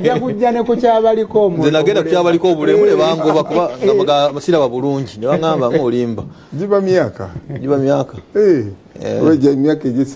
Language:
Ganda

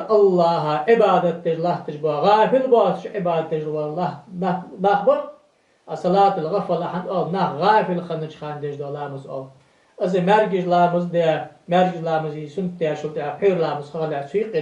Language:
Ingush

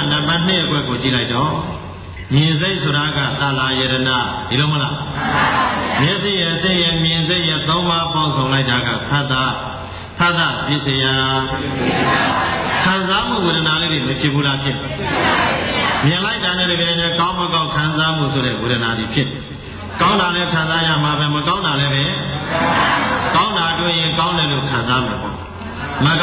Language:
Burmese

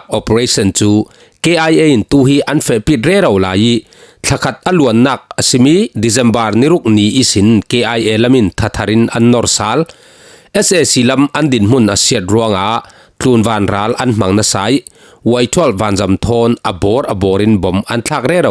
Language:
Falam Chin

